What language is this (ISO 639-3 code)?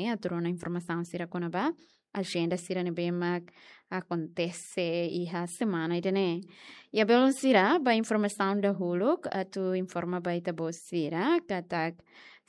tet